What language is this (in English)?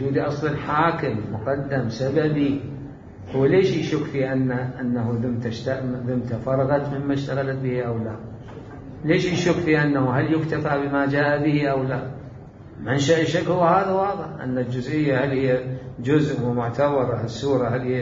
Mesopotamian Arabic